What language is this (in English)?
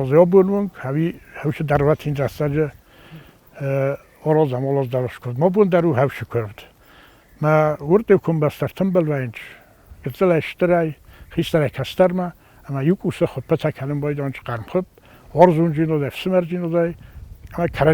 Ossetic